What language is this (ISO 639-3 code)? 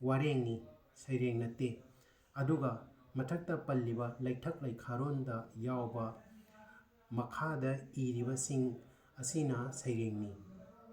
mni